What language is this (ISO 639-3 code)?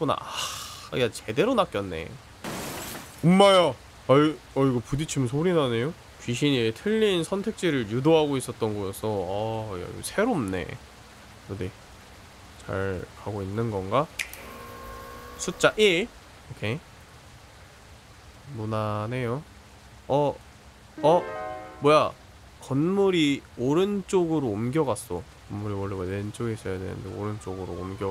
kor